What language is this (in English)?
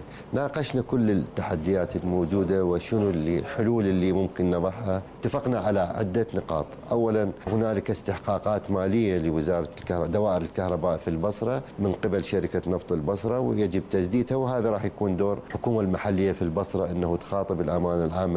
Mesopotamian Arabic